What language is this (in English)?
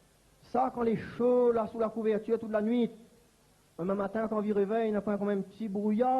Réunion Creole French